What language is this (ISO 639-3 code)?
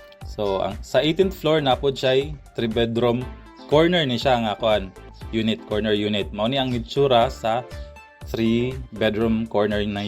ceb